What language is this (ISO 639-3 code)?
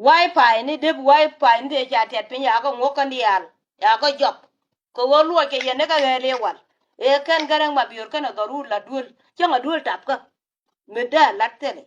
nus